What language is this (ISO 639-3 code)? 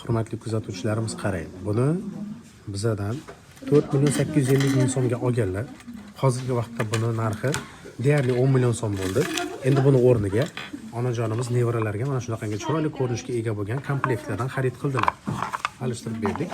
uzb